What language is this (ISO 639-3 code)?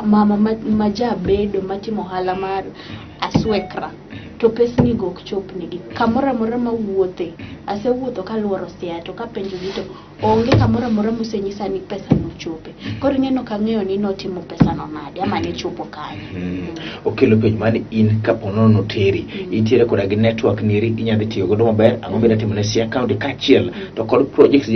luo